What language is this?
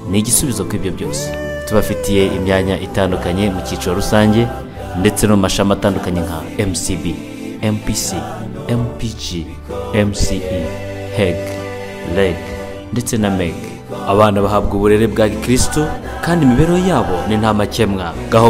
Kinyarwanda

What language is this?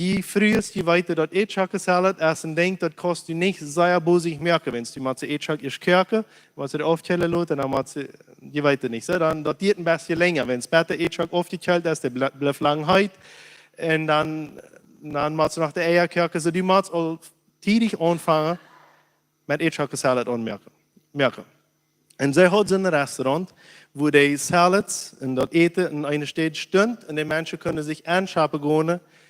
Plautdietsch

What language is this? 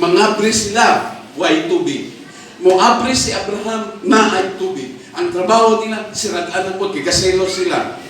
Cebuano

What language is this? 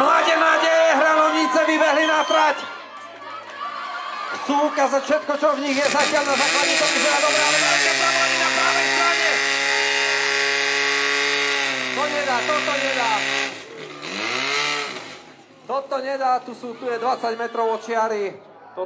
Slovak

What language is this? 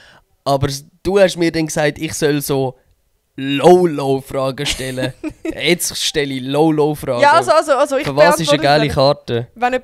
Swiss German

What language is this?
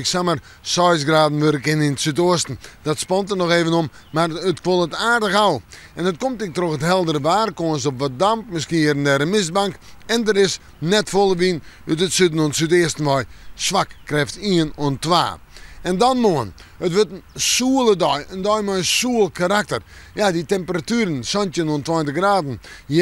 Western Frisian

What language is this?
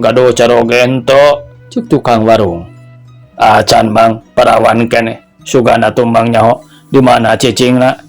Sundanese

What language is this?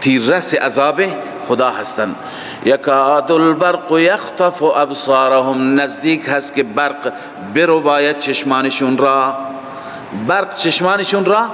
Persian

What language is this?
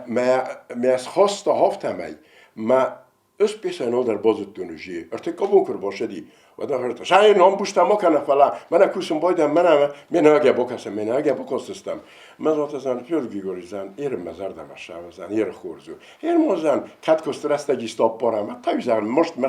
Ossetic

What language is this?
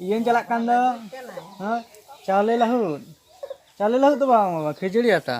Santali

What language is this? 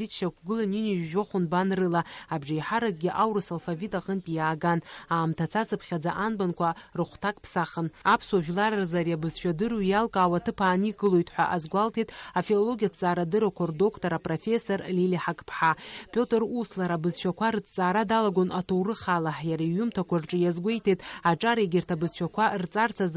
Abkhazian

